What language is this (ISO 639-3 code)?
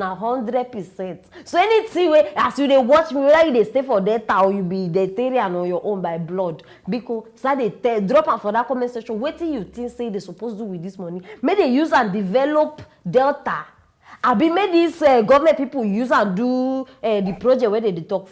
pcm